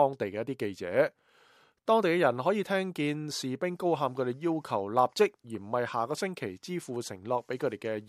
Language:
Cantonese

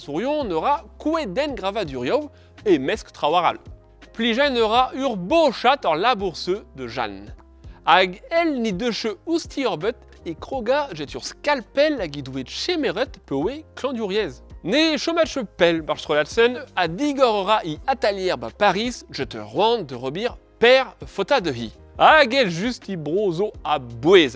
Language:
Breton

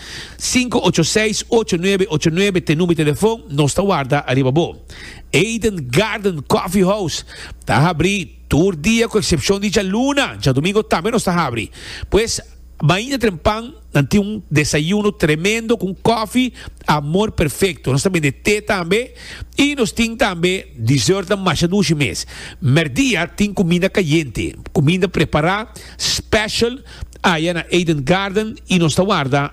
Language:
Papiamento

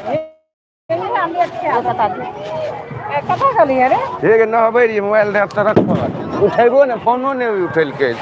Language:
Maithili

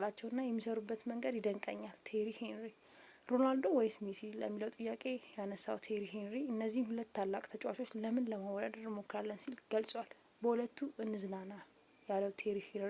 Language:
Amharic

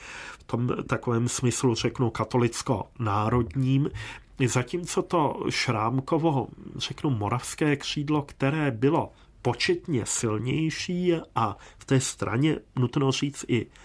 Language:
Czech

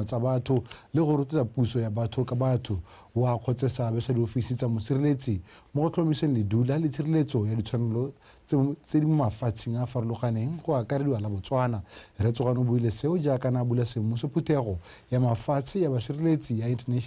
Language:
Tswana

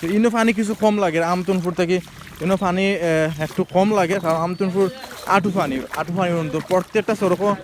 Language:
Sylheti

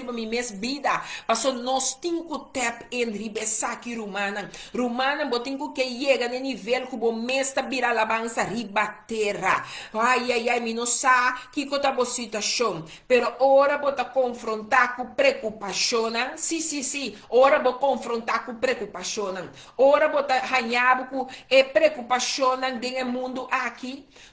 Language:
Papiamento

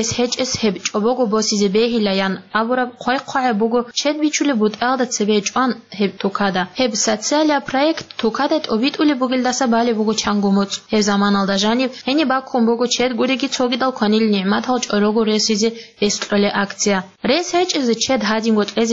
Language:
Avaric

